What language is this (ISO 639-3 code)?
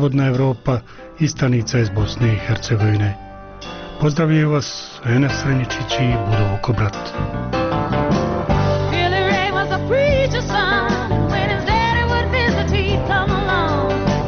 bos